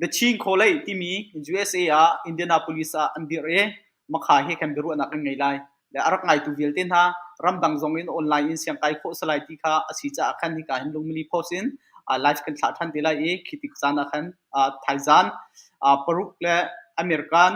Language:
Hakha Chin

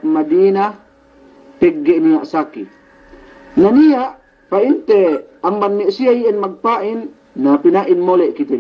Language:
Yakan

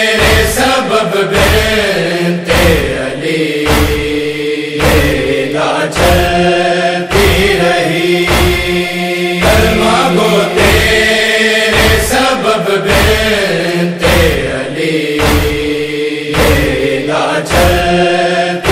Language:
Urdu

